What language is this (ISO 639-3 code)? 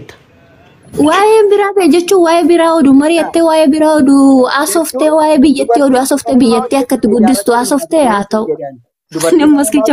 orm